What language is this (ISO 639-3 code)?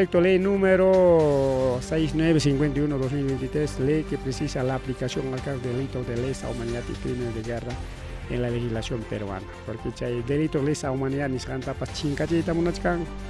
quy